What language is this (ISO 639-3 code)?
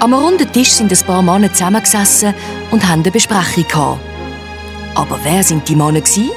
gsw